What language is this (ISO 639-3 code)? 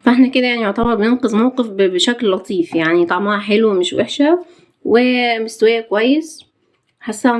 arz